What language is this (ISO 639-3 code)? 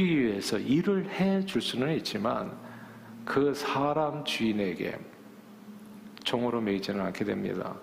kor